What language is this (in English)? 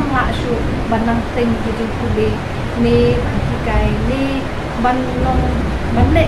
Khasi